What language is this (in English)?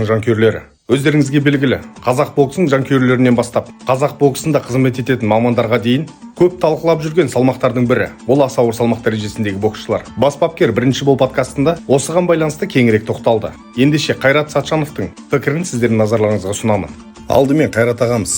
Kazakh